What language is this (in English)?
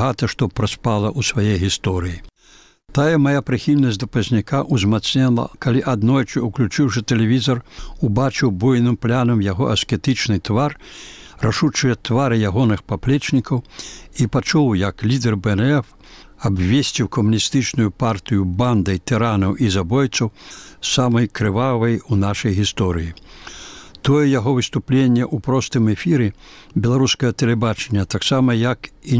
Belarusian